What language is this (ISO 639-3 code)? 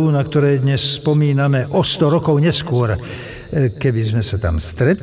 slk